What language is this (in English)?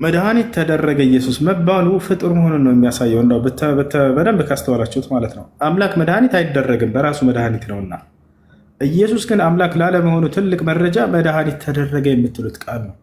Amharic